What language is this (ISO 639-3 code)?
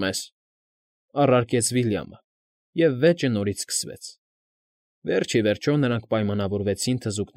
hye